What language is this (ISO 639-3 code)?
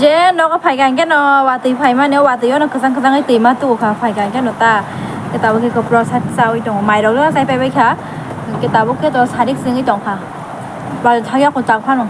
trp